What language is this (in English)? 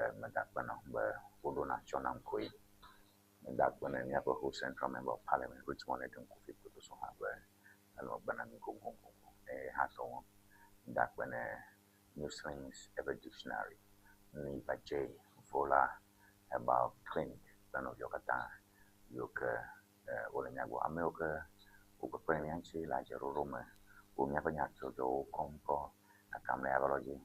Ewe